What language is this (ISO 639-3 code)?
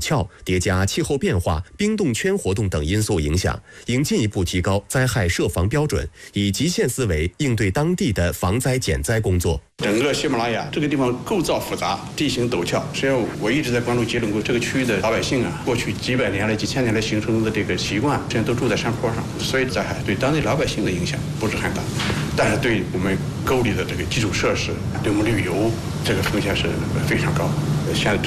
zho